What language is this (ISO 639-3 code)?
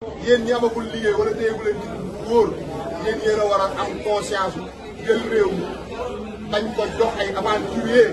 wol